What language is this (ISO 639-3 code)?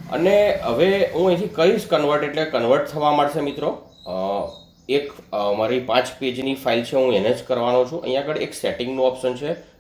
guj